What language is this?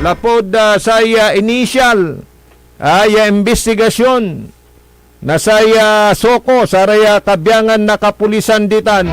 Pangasinan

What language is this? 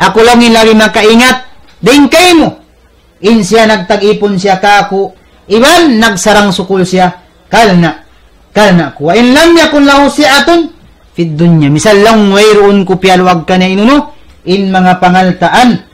Tausug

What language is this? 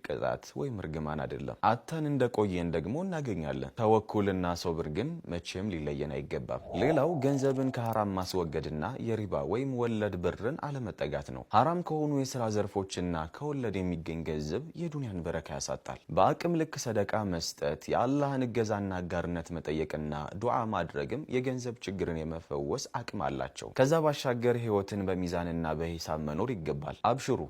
Amharic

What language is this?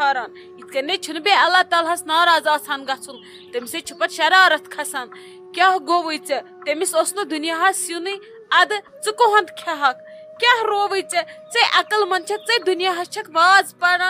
Kashmiri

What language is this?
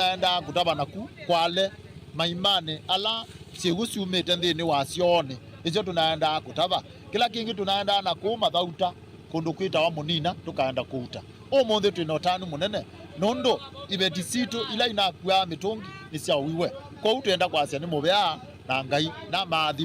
Kamba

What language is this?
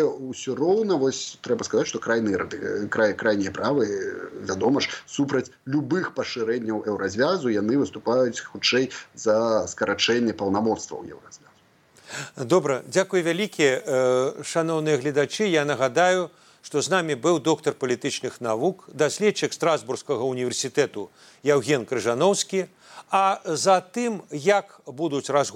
Belarusian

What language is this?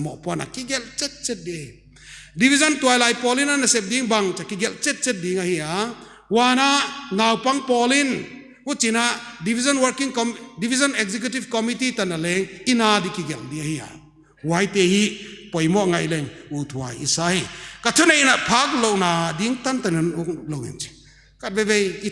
Paite Chin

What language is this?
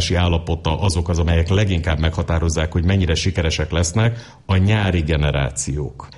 Hungarian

